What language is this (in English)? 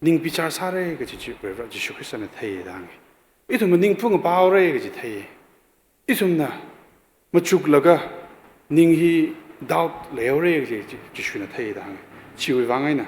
Tangkhul Naga (India)